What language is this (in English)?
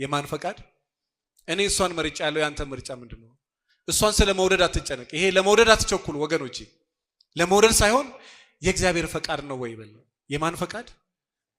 Amharic